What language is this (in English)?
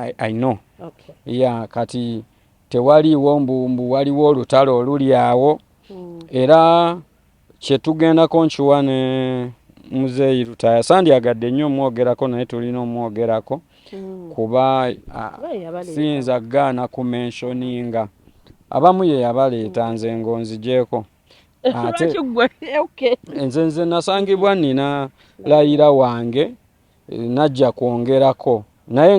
Ganda